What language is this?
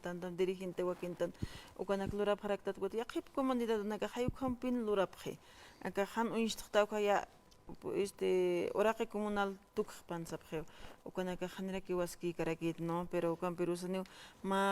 Aymara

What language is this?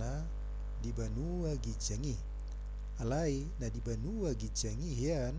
Batak Toba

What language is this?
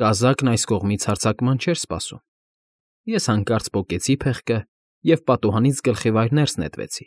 Armenian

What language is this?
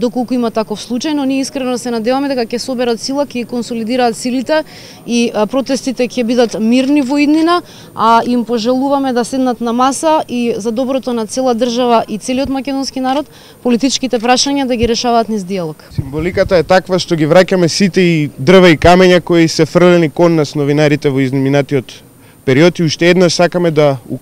Macedonian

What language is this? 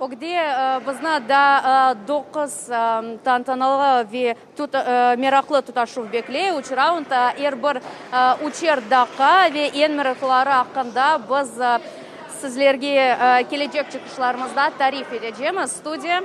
Crimean Tatar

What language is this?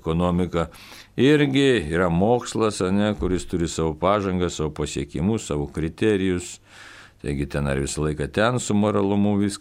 Lithuanian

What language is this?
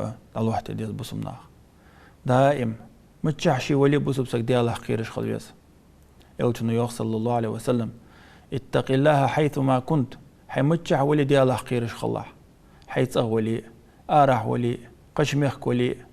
Ingush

